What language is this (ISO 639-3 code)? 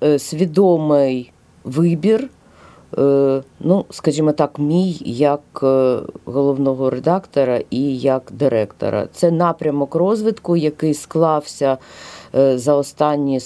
ukr